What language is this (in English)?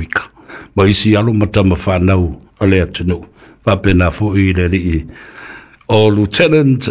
Samoan